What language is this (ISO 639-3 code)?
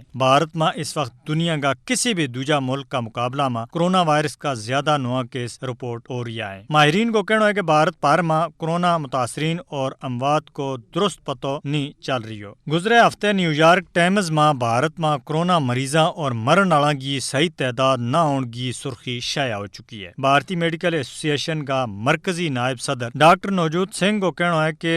gju